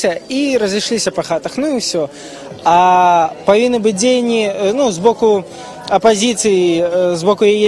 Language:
Belarusian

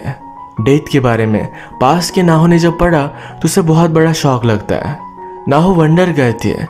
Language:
Hindi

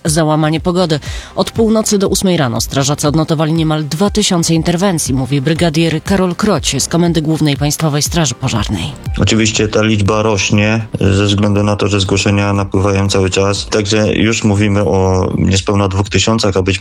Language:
Polish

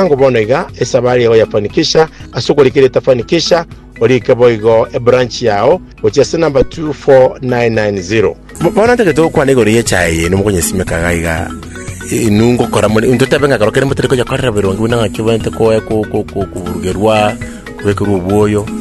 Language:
Gusii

